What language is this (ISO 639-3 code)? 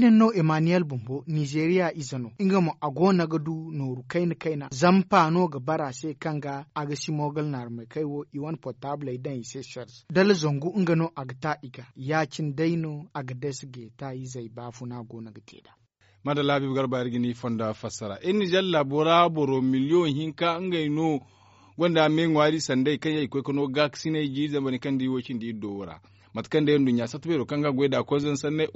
dje